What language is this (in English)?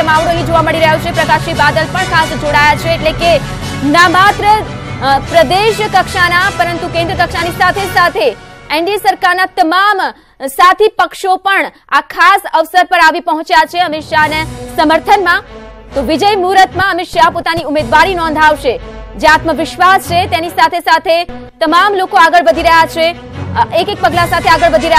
Gujarati